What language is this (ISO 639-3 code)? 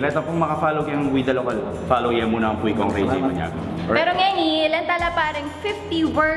pam